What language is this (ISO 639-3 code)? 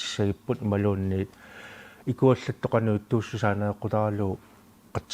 kal